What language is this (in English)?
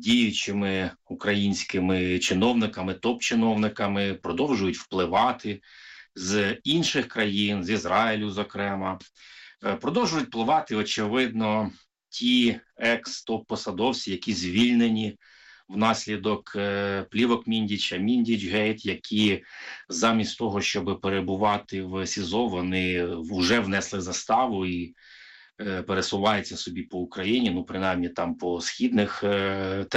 Ukrainian